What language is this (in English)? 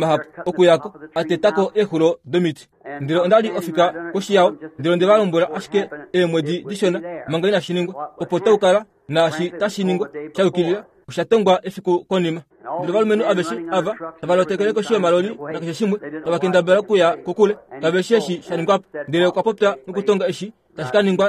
Kuanyama